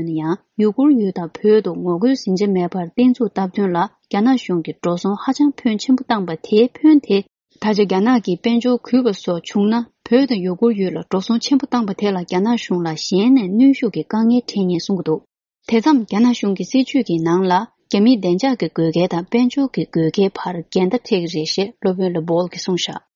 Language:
Tibetan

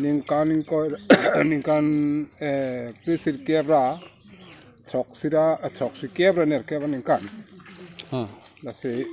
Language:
Karbi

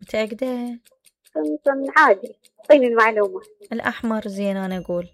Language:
Mesopotamian Arabic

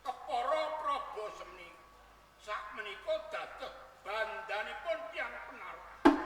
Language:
Javanese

